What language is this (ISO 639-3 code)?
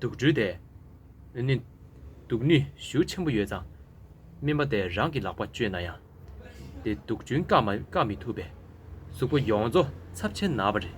bod